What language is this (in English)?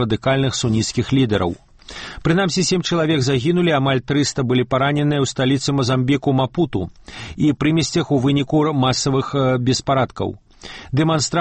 Belarusian